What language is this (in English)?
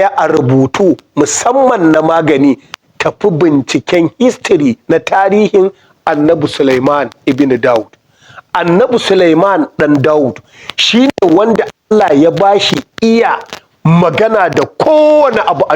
Hausa